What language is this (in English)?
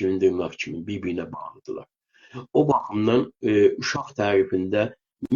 South Azerbaijani